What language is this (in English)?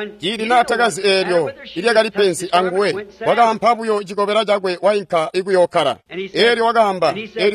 Tonga (Zambia)